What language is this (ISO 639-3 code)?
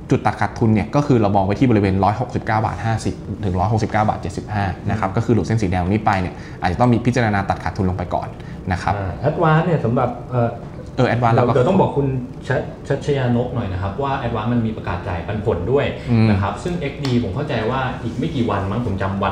tha